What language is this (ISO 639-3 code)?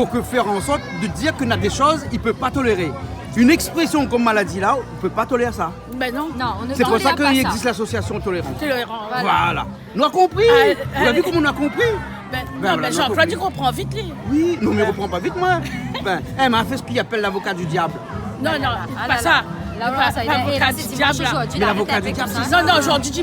rcf